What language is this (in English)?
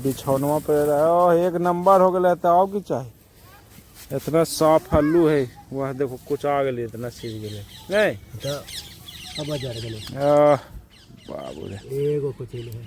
Magahi